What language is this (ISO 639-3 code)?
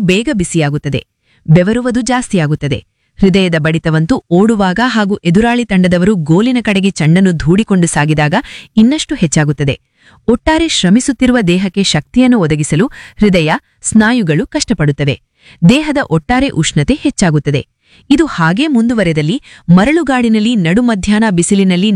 kan